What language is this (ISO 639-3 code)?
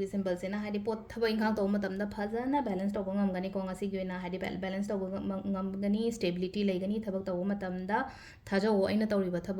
mni